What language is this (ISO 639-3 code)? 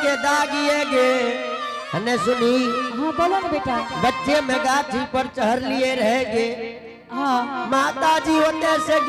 anp